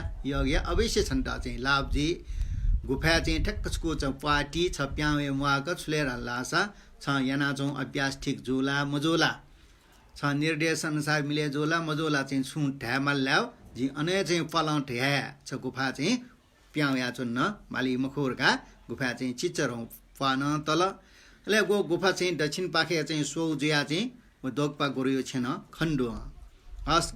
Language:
Newari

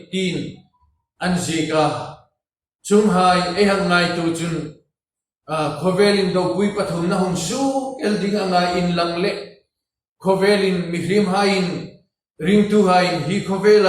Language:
Hmar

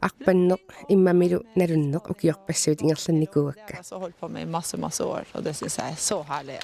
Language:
Kalaallisut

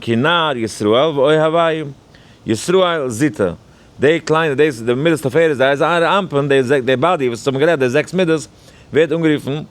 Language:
Yiddish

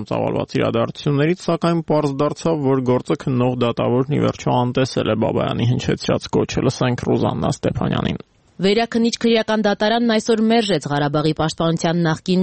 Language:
Armenian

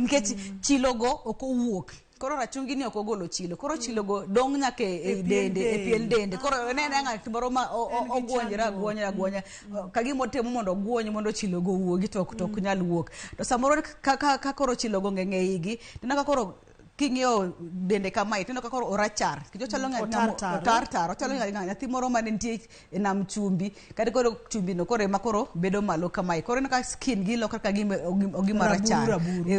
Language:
Luo (Kenya and Tanzania)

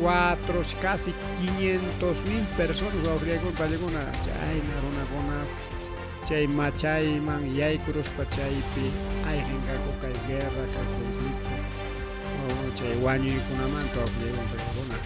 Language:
Ayacucho Quechua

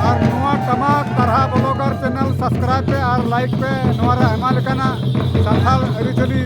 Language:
Santali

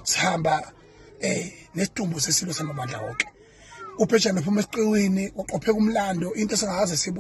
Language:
Zulu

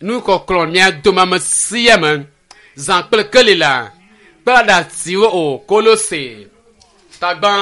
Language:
Ewe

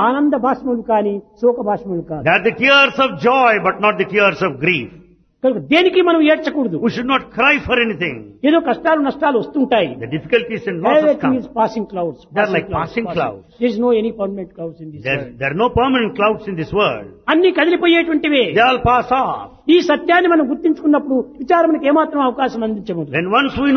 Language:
Telugu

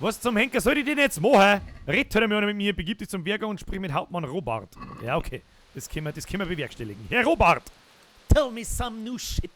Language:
Bavarian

